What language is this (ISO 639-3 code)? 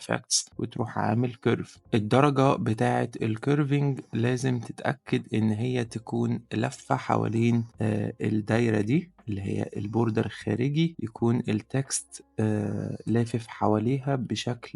arz